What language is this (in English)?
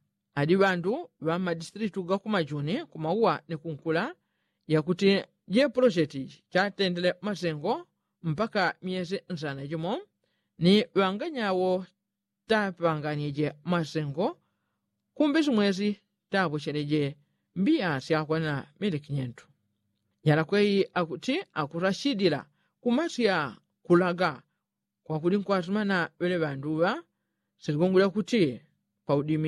Yao